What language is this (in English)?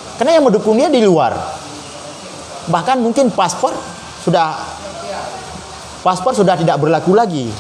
Indonesian